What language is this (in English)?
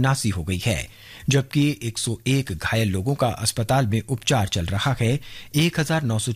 Hindi